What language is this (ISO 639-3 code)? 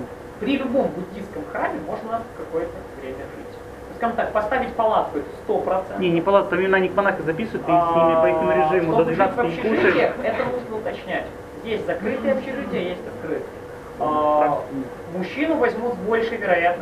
rus